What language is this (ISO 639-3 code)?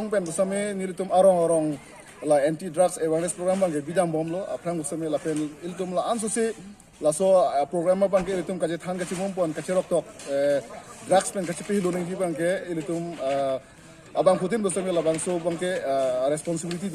mjw